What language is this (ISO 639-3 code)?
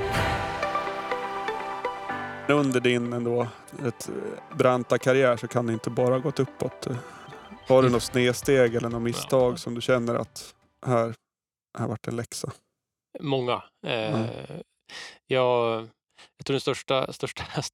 swe